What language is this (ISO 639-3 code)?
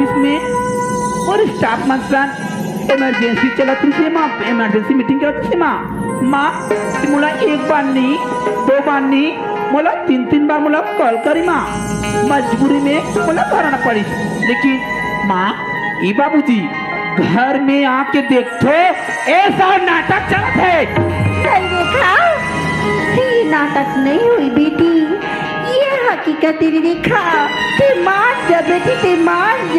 hne